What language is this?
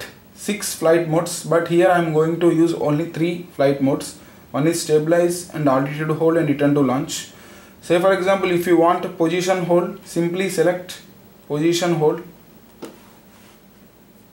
English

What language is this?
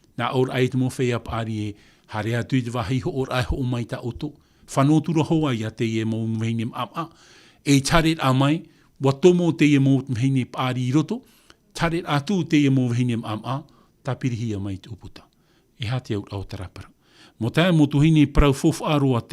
Tahitian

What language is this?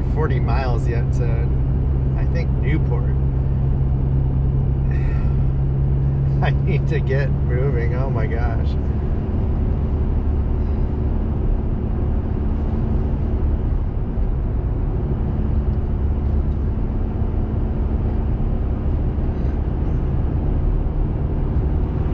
English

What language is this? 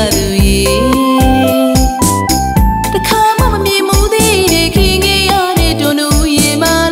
Burmese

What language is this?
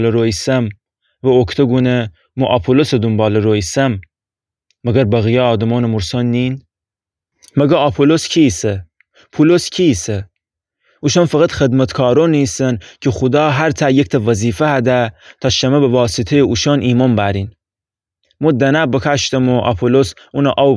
Gilaki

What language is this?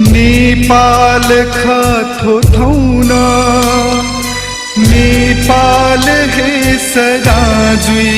Newari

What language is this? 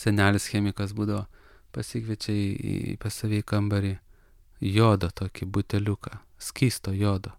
Lithuanian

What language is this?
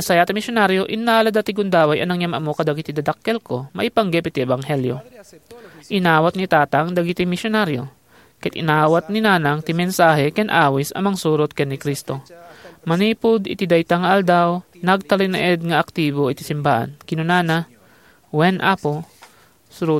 Iloko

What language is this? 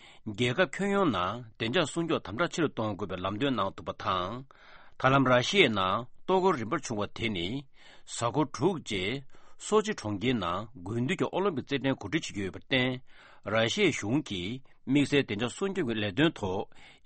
Tibetan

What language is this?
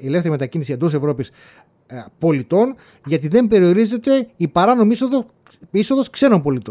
Greek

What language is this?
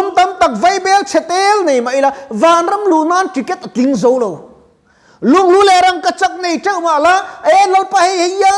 Mizo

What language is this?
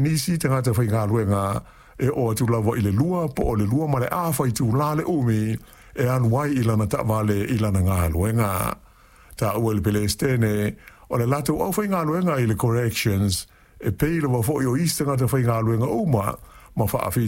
Samoan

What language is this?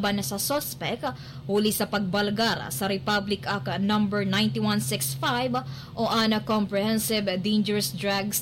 Bikol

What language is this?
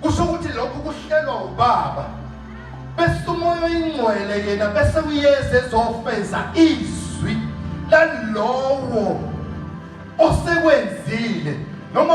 Zulu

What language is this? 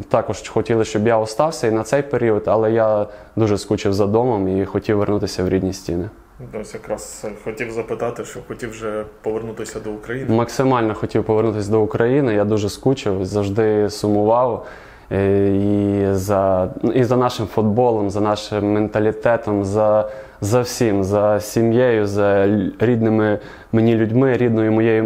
Ukrainian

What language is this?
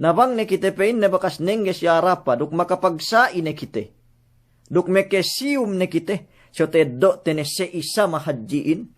Yakan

